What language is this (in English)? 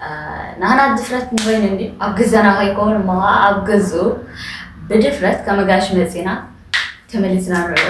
Tigrinya